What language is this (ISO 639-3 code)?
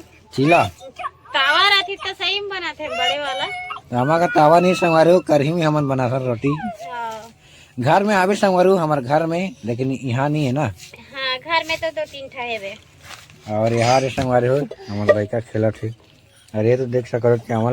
hne